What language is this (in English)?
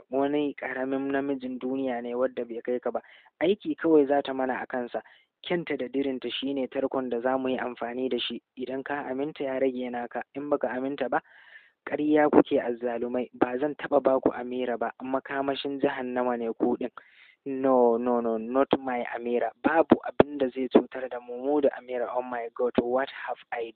Hausa